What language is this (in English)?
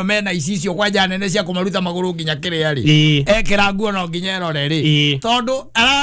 Kikuyu